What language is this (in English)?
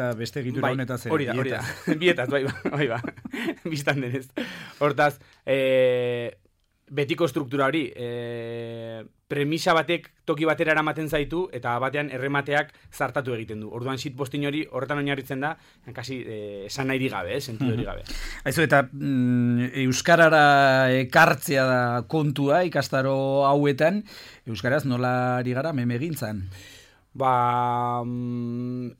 Basque